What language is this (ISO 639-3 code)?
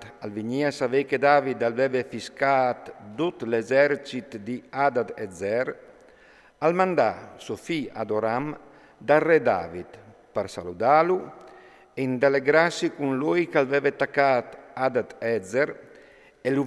fur